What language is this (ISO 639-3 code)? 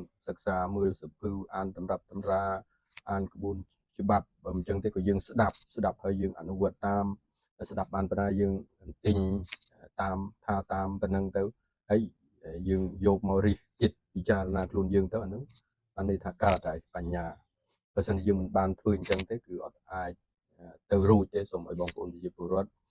khm